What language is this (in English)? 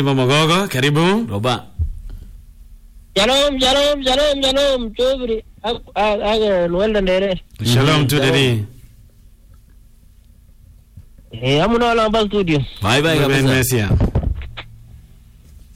Swahili